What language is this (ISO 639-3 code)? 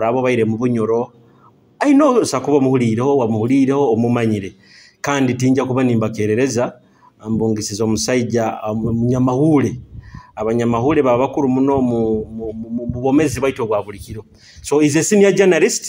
nyo